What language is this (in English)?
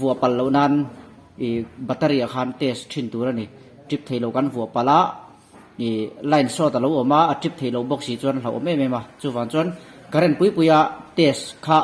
Mizo